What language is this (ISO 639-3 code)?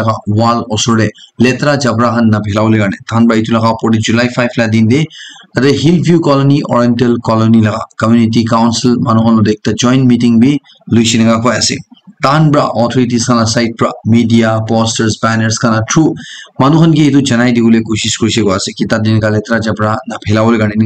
nag